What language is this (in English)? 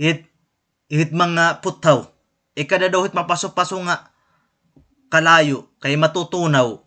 Waray